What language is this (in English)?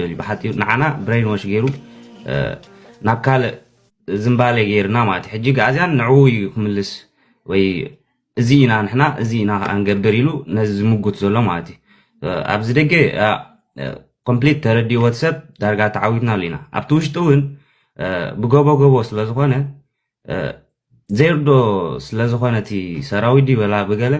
Tigrinya